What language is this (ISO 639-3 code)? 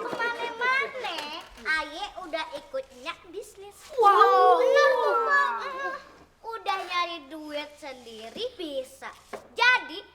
bew